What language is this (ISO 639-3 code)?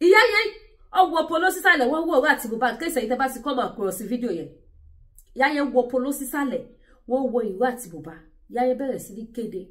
yor